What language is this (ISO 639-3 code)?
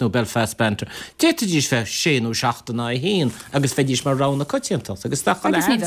gle